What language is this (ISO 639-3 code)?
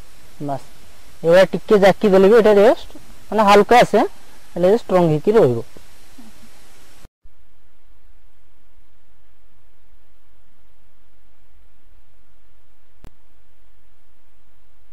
ori